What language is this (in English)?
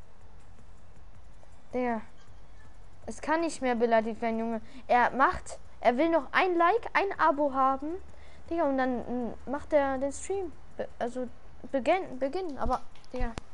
German